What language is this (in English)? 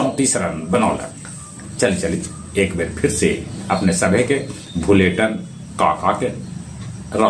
Magahi